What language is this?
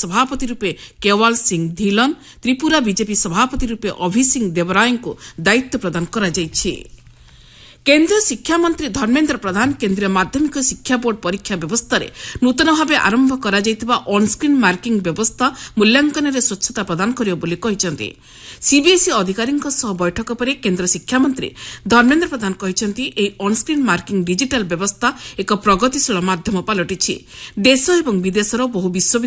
Odia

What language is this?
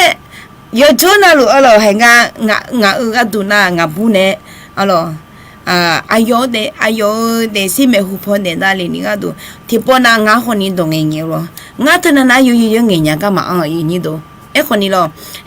Akha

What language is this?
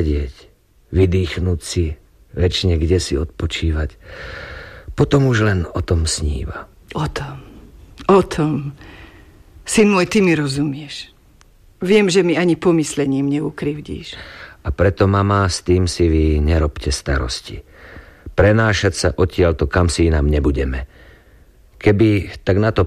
Slovak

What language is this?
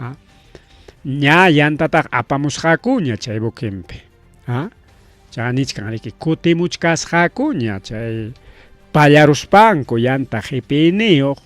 Ayacucho Quechua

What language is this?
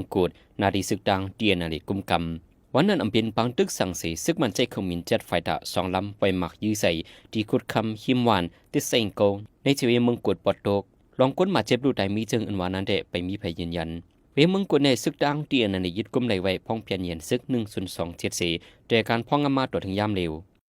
Shan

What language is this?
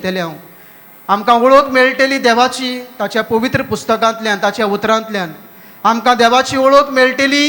Konkani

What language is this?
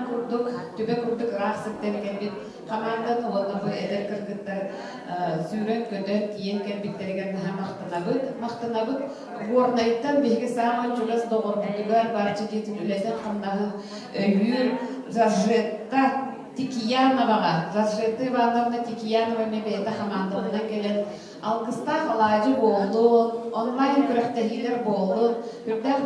Yakut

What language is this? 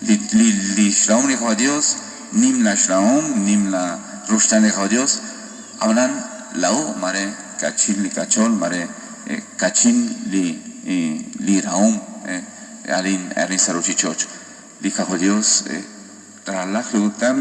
Kekchí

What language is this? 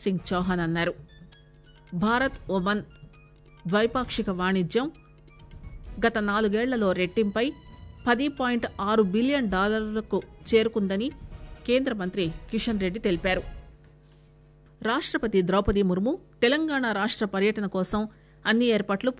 Telugu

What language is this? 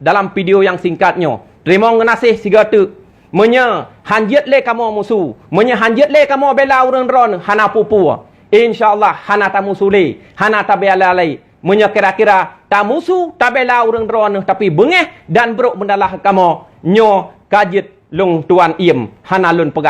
Achinese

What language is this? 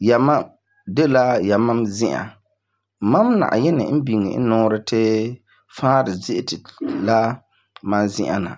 Frafra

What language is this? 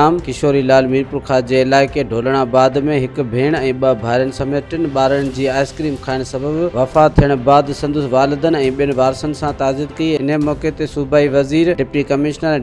Sindhi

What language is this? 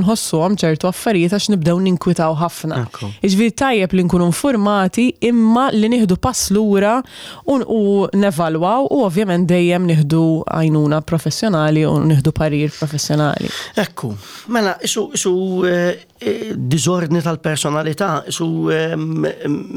Maltese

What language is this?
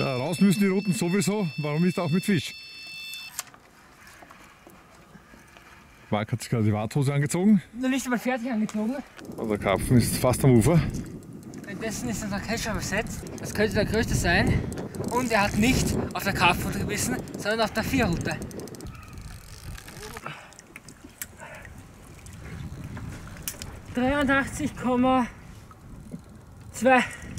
German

